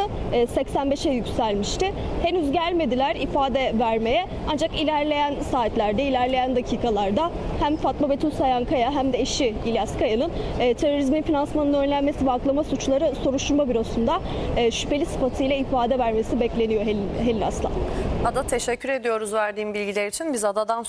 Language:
Turkish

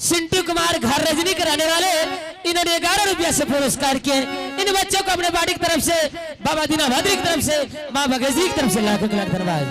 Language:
Angika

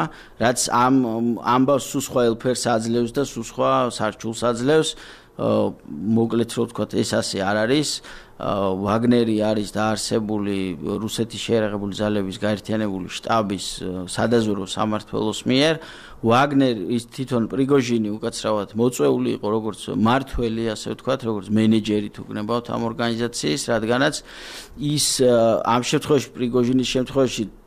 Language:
Georgian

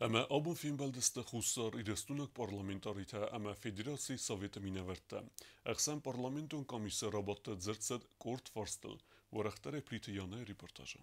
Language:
Ossetic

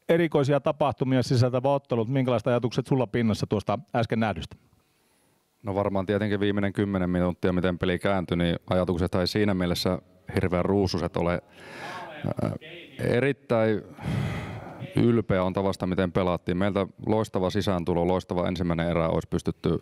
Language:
Finnish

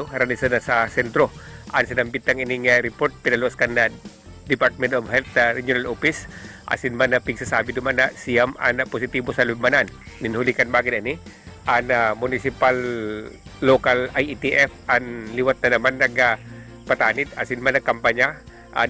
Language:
Bikol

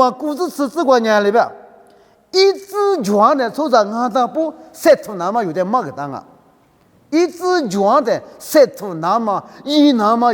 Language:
Lisu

